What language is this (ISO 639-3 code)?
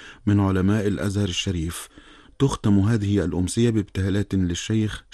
ara